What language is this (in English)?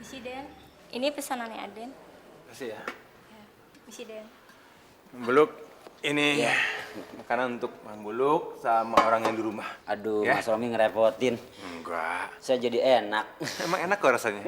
Betawi